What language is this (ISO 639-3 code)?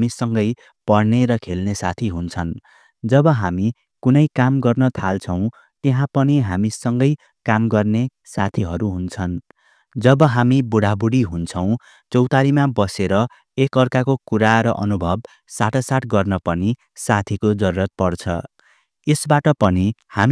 nep